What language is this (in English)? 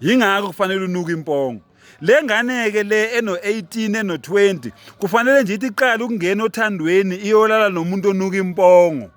Zulu